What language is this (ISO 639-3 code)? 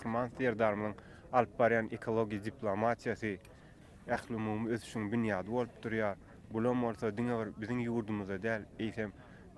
tuk